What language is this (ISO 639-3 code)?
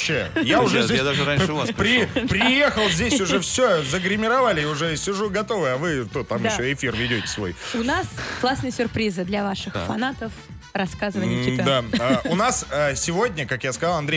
rus